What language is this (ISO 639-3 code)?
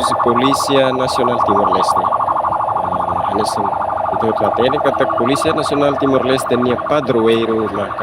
tet